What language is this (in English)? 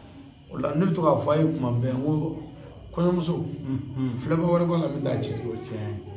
Bambara